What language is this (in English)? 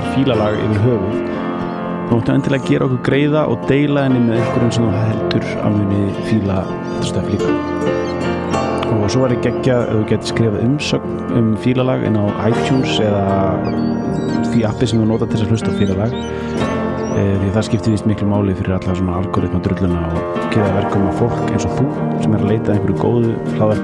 Icelandic